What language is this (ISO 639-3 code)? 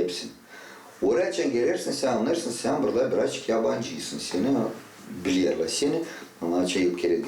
gag